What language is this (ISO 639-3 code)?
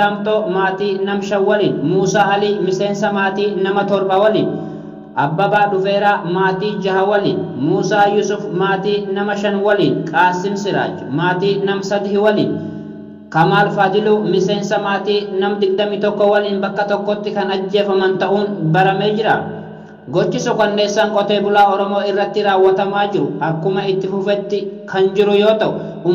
orm